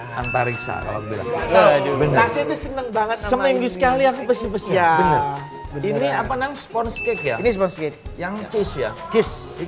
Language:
Indonesian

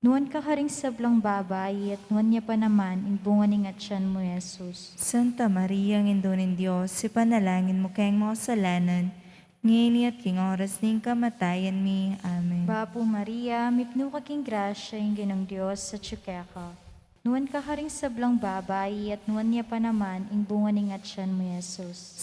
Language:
Pampanga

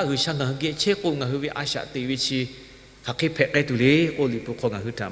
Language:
Lahu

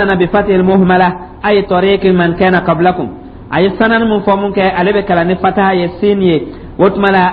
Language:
Dyula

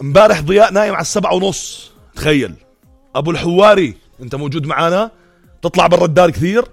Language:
North Levantine Arabic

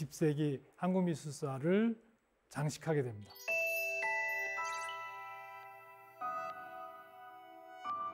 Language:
Korean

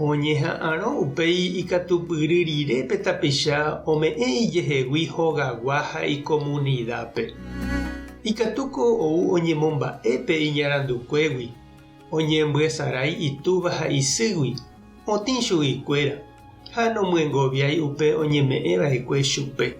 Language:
Guarani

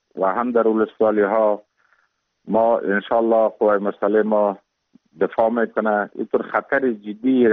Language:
Persian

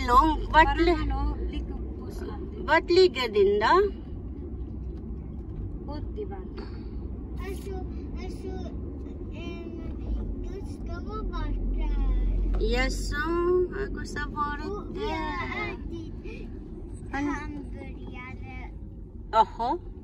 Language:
Filipino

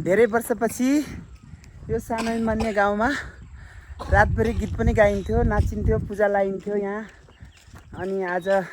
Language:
Nepali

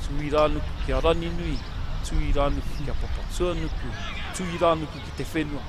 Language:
Māori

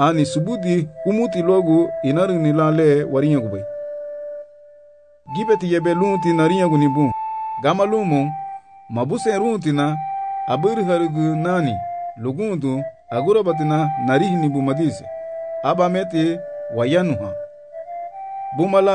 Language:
Garifuna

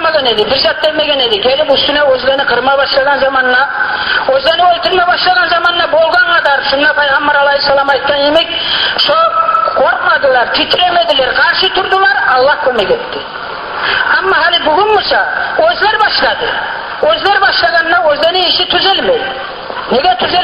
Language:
Kumyk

